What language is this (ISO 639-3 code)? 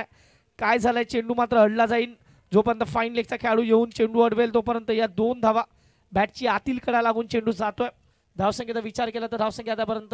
mar